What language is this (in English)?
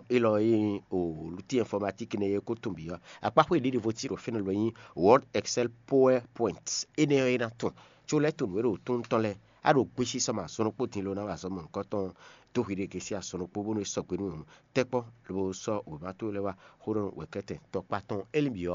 Fon